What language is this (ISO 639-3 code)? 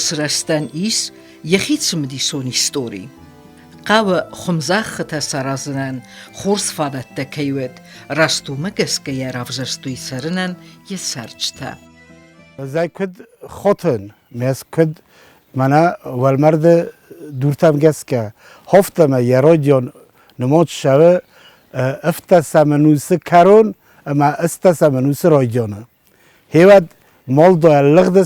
oss